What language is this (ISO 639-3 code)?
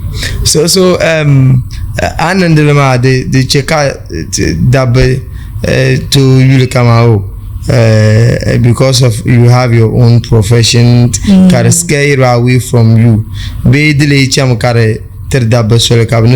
dag